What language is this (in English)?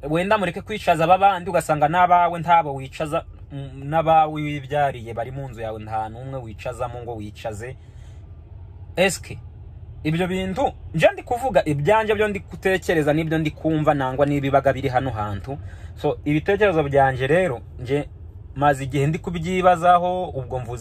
Kinyarwanda